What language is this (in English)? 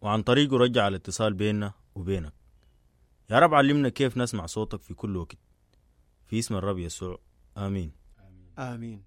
Sudanese Arabic